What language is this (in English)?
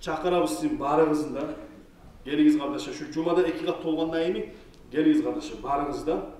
Kumyk